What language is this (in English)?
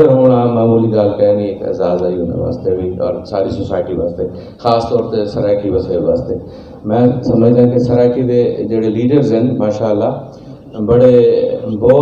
Saraiki